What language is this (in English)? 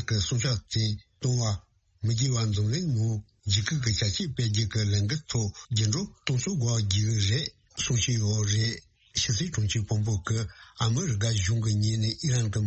Tibetan